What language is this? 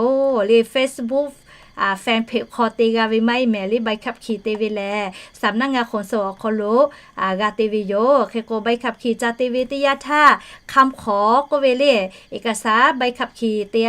Lahu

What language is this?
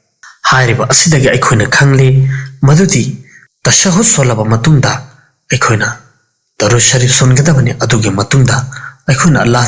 Manipuri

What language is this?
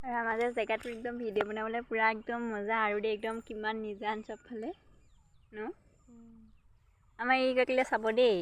Assamese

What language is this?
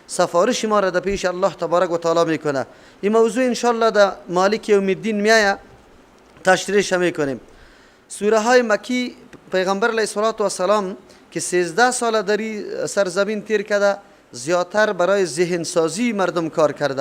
Persian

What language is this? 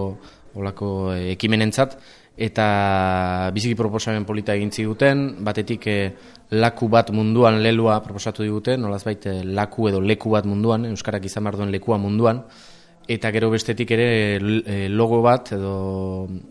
Basque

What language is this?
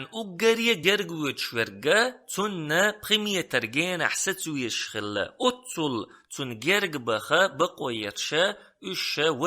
Chechen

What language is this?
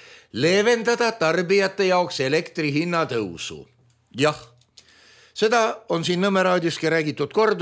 Estonian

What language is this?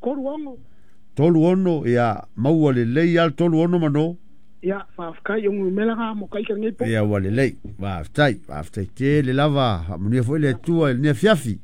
Samoan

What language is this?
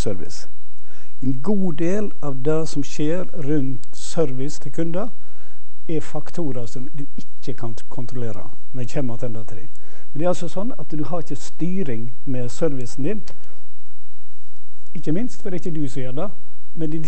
Norwegian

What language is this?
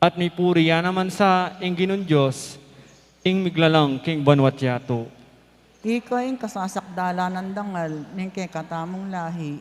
Pampanga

